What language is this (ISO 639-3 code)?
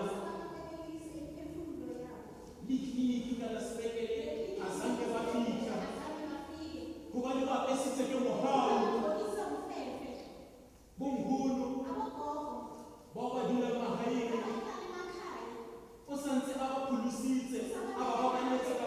tsn